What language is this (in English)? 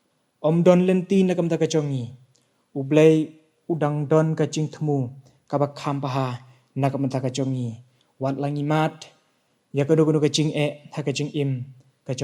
Khasi